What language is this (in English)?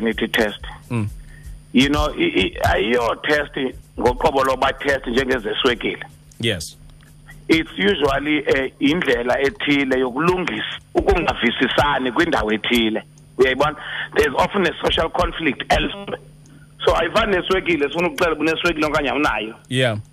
Xhosa